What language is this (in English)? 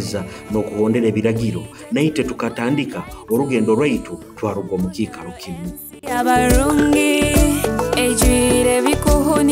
Nyoro